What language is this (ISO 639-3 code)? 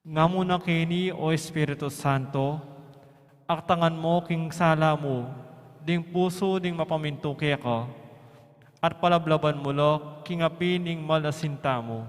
pam